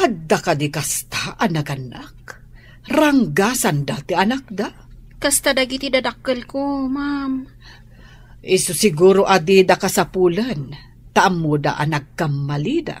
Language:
Iloko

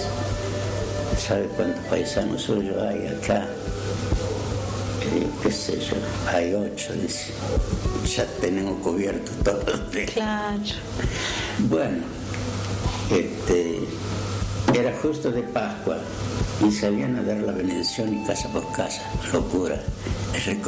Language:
Spanish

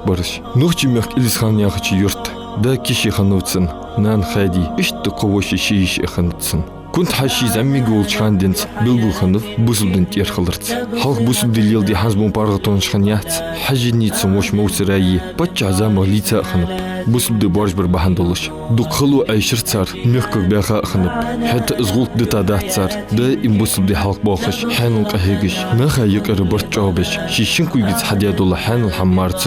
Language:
Ingush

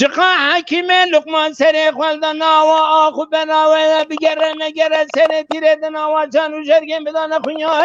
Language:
Kurdish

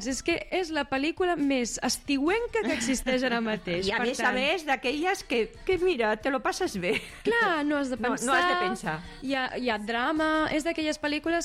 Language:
Catalan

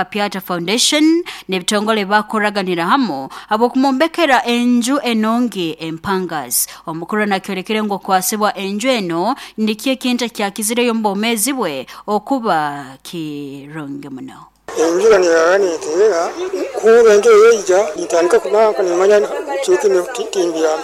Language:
Nyoro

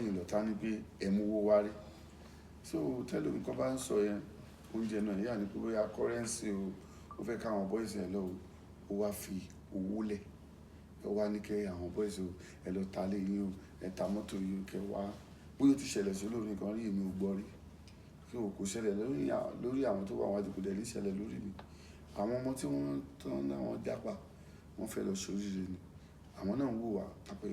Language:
Yoruba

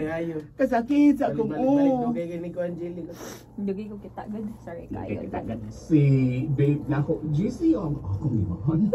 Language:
Cebuano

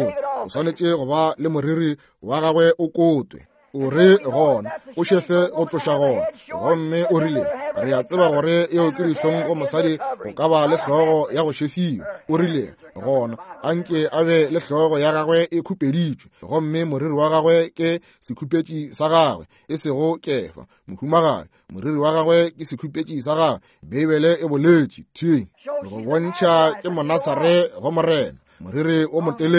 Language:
Northern Sotho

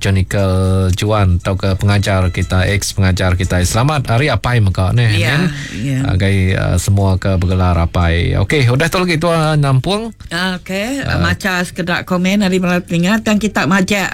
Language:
Iban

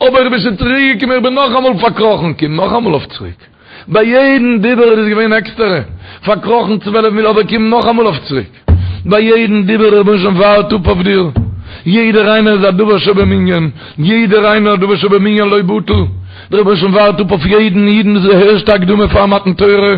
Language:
Yiddish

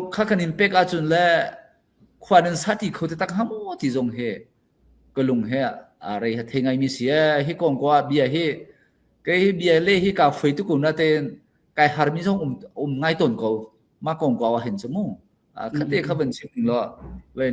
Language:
Falam Chin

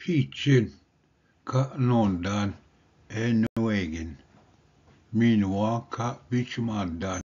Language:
Ojibwa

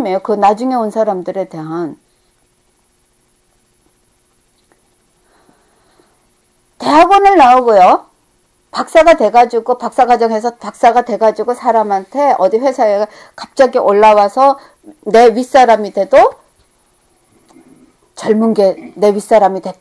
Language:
Korean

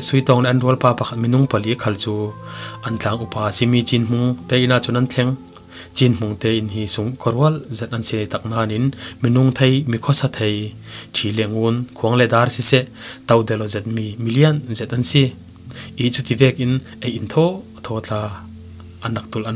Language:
Falam Chin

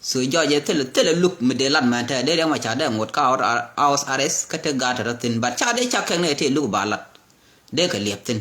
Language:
Nuer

